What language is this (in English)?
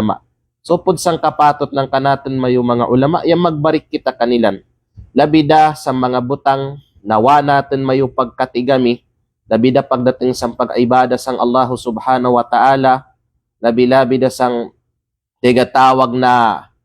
Kalagan